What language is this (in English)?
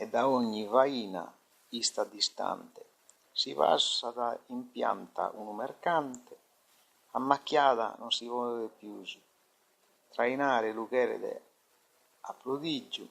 Sardinian